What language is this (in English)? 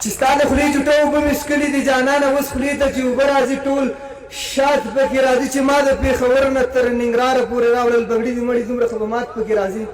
Pashto